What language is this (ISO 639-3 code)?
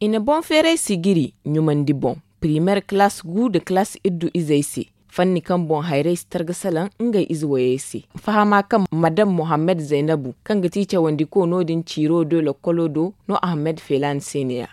dje